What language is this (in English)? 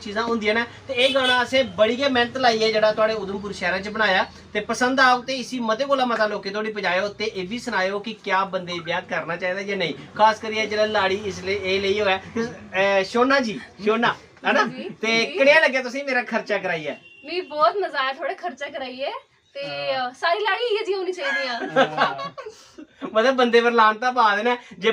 Dogri